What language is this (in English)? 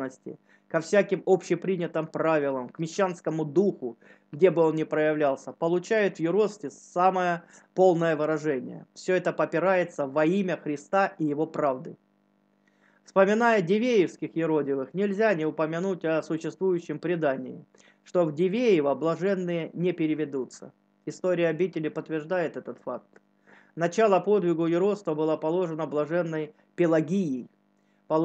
Russian